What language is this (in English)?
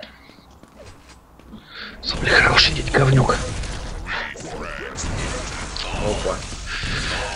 Russian